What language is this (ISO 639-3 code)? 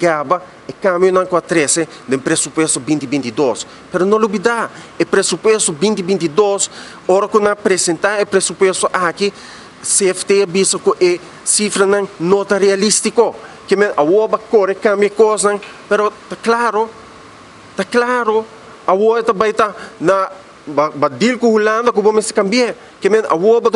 pap